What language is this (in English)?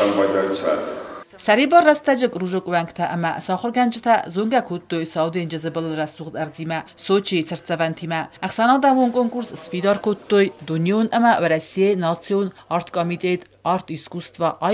Ossetic